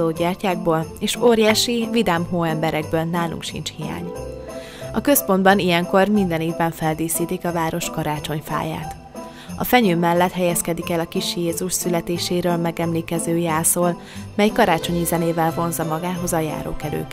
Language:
Hungarian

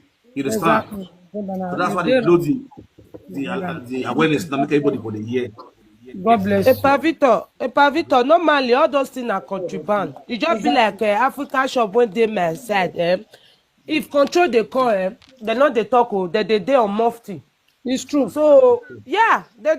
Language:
Nigerian Pidgin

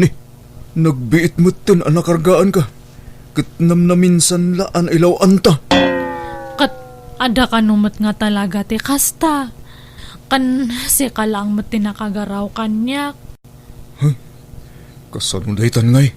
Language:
Iloko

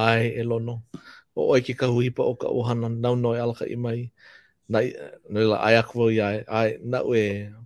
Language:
Hawaiian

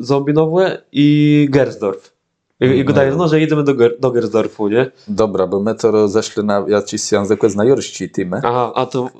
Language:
Kashubian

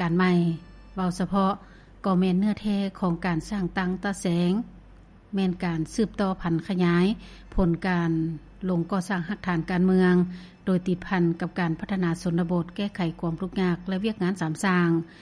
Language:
Lao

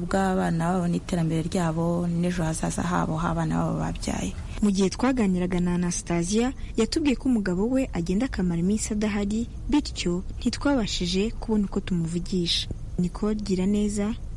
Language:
Kinyarwanda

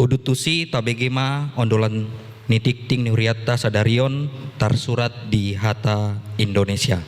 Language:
Batak Toba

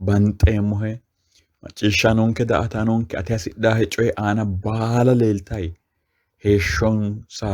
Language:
Sidamo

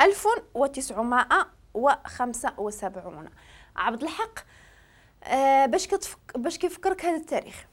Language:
Moroccan Arabic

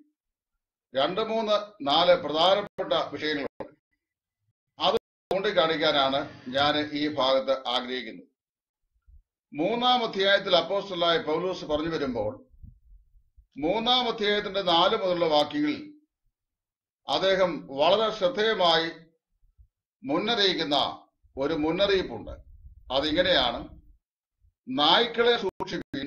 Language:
Malayalam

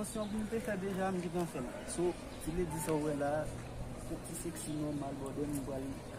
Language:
Haitian Creole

